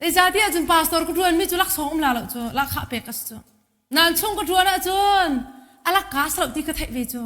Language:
Hakha Chin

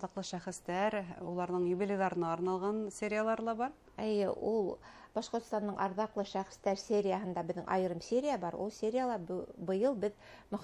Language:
Bashkir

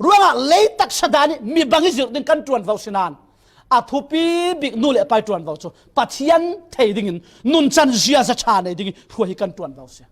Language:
Falam Chin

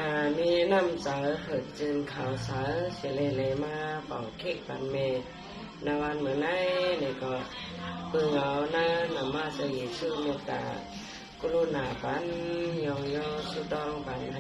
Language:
Shan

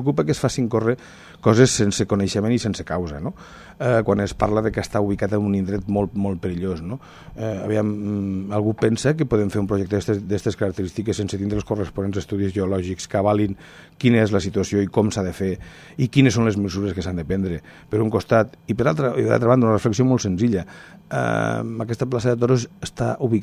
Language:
Catalan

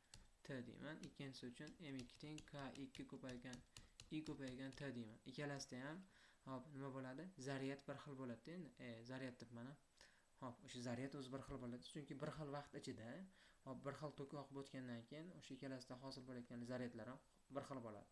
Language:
Uzbek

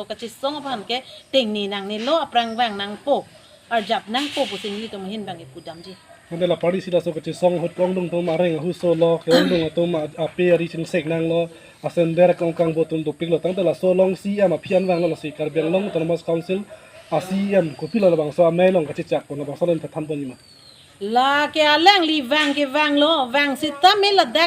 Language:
Karbi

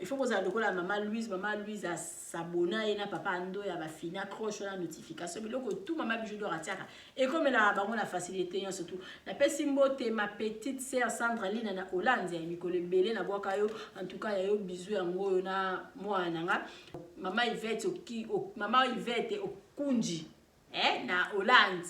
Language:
Lingala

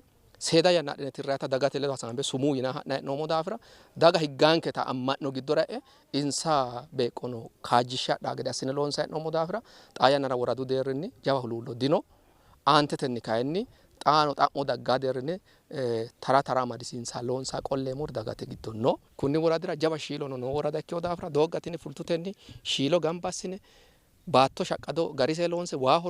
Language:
Sidamo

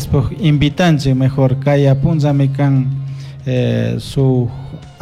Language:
Chimborazo Highland Quichua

